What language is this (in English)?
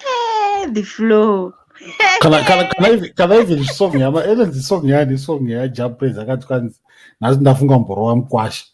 Shona